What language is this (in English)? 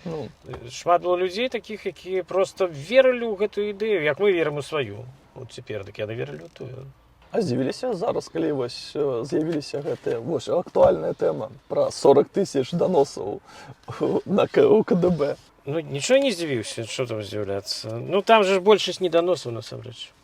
Belarusian